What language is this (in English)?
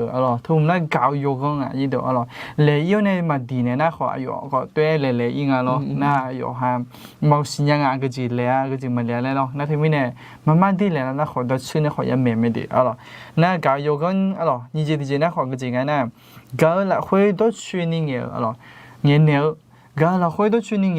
Akha